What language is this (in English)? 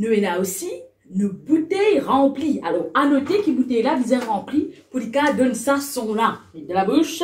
Morisyen